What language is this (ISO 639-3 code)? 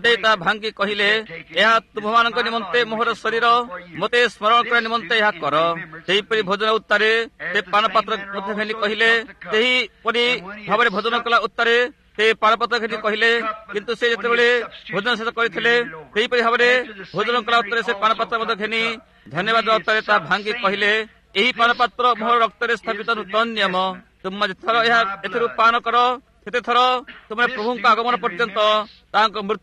ori